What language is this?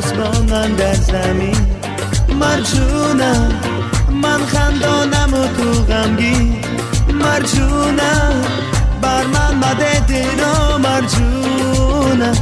Persian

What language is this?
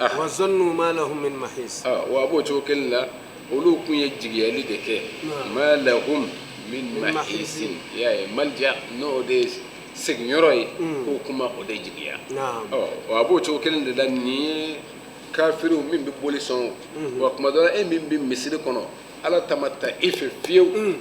Bambara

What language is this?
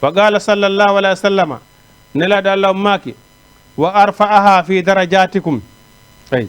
Fula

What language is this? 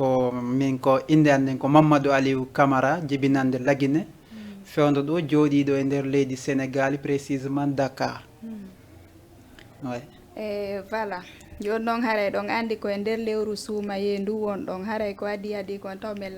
Fula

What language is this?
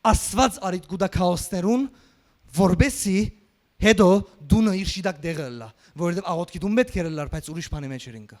Western Armenian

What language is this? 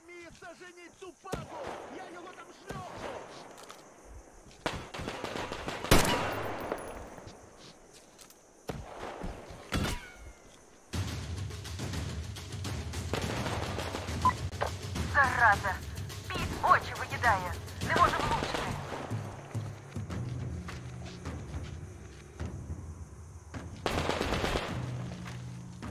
Ukrainian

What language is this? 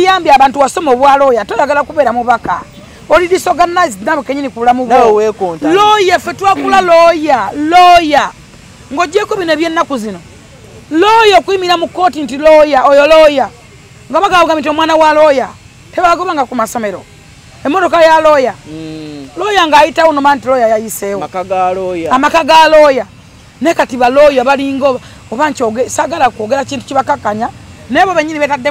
Ganda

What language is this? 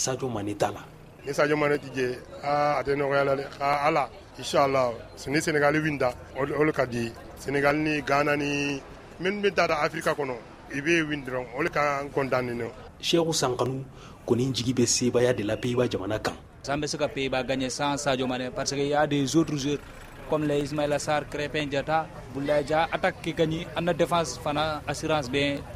Bambara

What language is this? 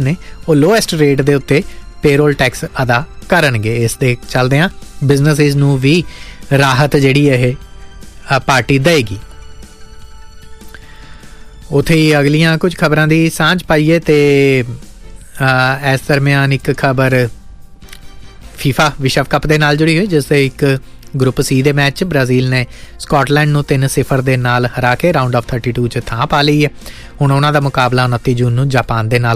Punjabi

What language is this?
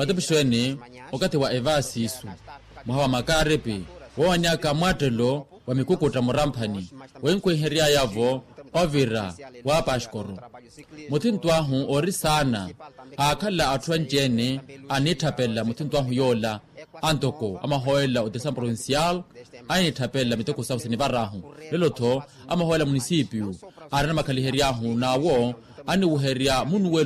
Makhuwa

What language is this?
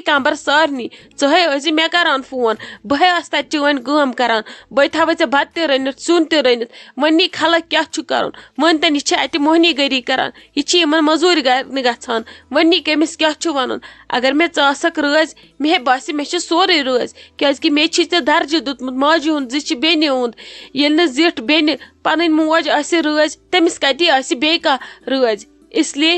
Kashmiri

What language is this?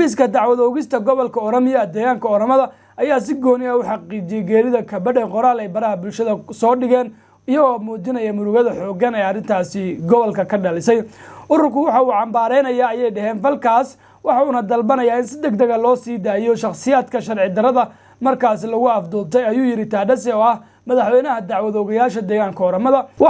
Somali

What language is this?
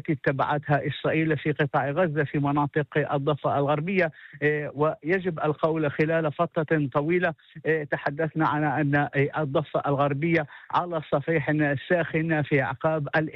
Arabic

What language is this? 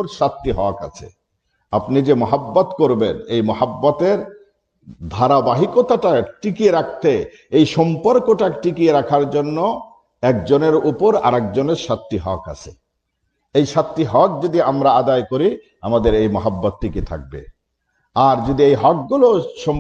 Bangla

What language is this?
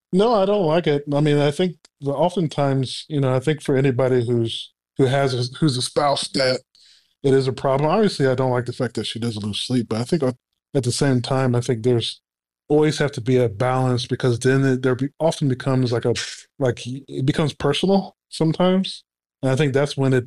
English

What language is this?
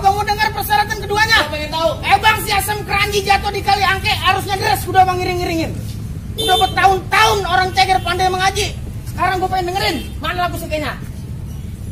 Betawi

